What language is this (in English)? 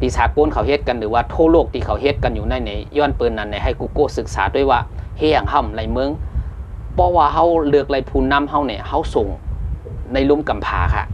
Shan